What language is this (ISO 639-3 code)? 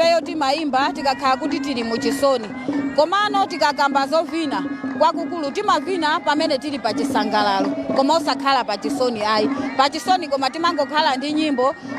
nya